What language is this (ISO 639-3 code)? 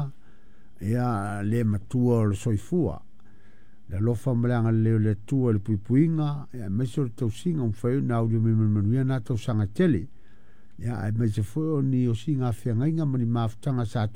smo